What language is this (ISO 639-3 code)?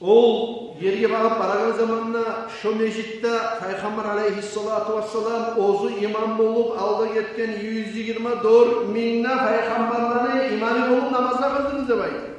kum